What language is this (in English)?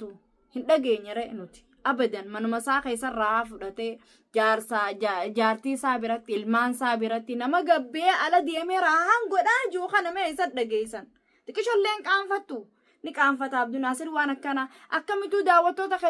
Oromo